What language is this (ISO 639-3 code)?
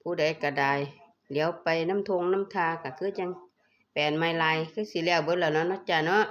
tts